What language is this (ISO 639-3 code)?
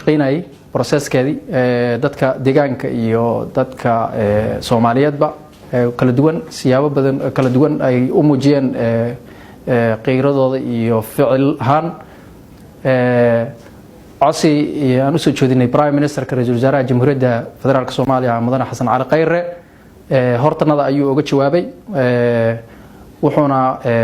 som